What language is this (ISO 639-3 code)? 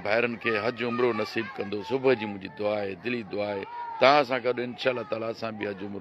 snd